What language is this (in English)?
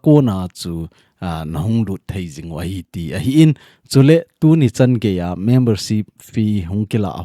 Thado Chin